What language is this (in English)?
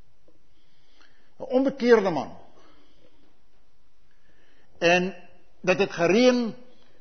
Afrikaans